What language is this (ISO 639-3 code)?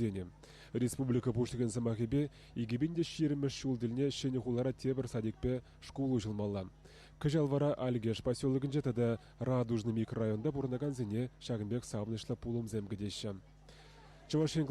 chv